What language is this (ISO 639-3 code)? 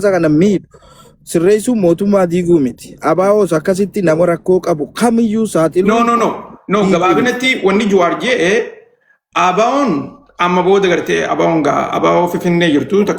orm